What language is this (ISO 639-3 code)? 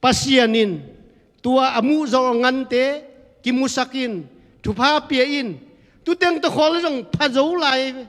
ctd